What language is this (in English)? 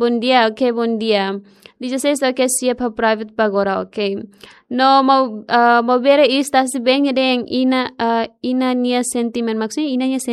Tetum